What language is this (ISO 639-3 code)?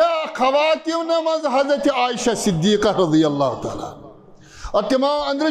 kas